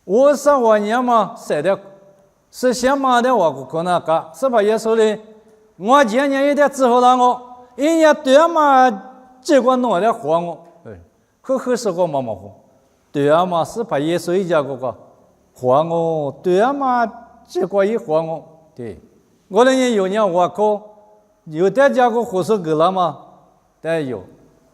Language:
Lisu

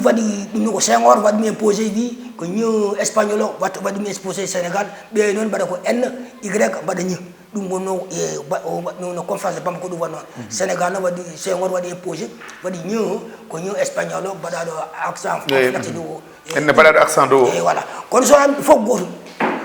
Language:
Fula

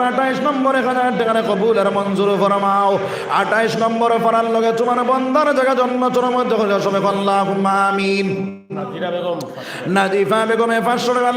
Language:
Sylheti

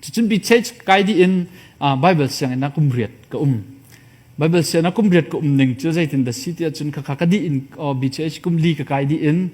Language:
Hakha Chin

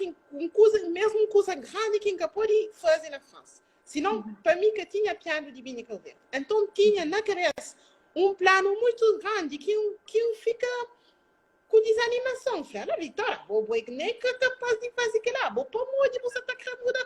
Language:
Kabuverdianu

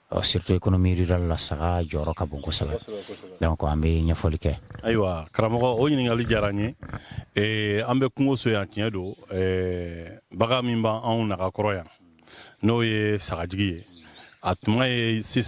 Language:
Bambara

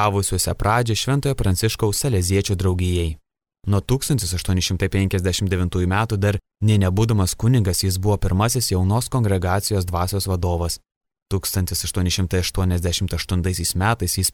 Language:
Lithuanian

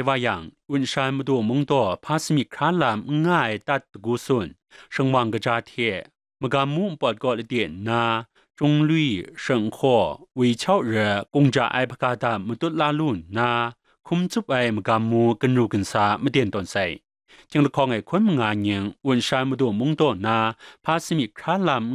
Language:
Kachin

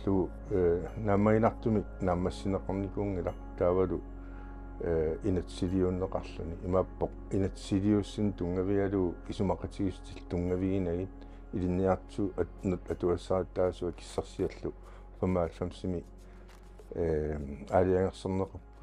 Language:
Kalaallisut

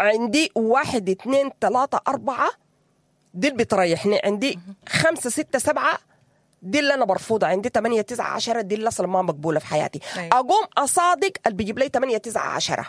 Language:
Sudanese Arabic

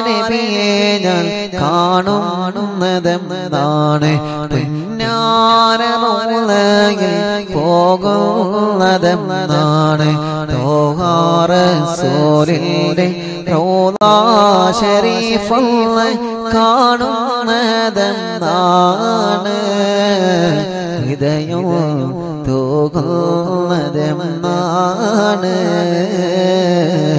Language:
Malayalam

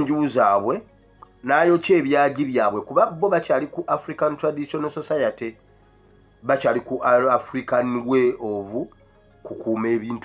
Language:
Ganda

